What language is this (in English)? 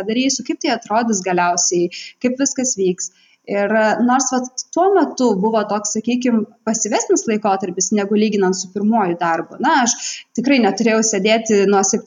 Lithuanian